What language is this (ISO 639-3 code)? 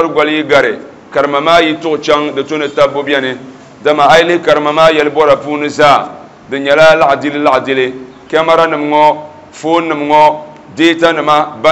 dag